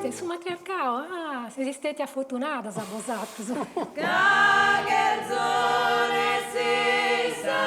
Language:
Sardinian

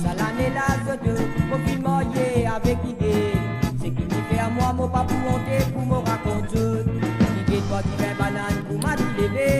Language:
Morisyen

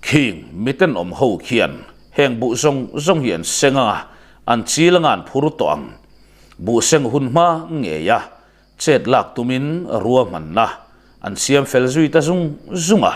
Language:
Mizo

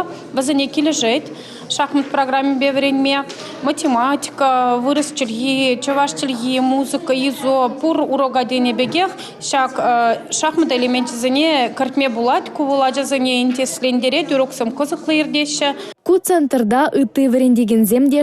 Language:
Chuvash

